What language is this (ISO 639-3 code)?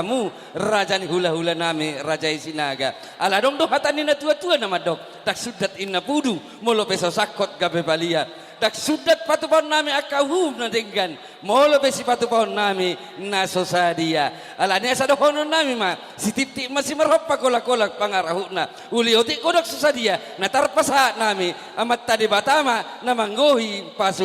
bbc